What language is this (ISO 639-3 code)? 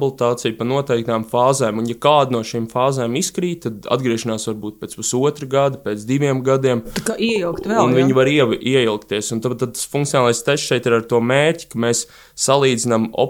lav